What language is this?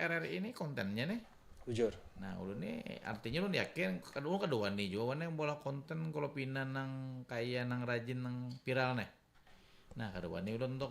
Banjar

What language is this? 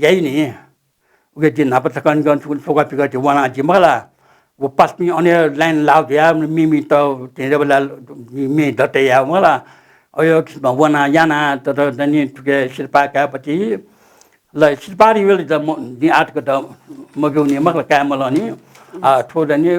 Newari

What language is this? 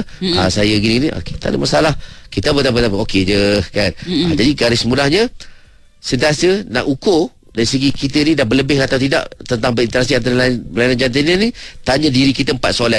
Malay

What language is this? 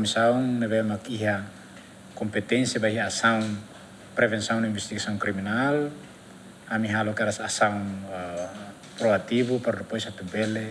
Tetum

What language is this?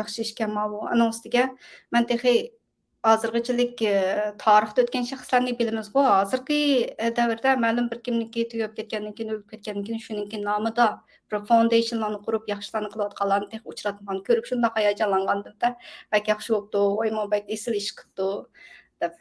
Uyghur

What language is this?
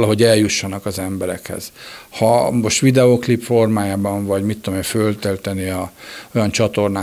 Hungarian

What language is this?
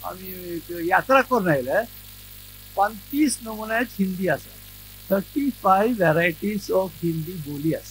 Konkani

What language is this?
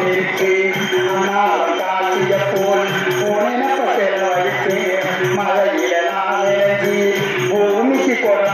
Tamil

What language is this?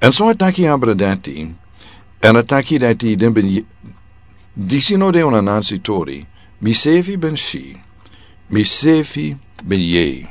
Sranan Tongo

